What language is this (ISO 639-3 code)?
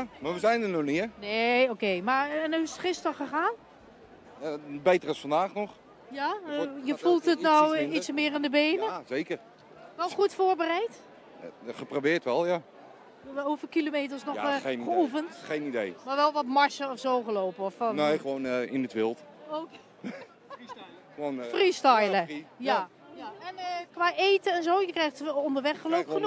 nld